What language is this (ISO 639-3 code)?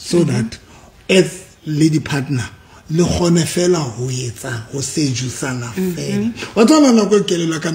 sot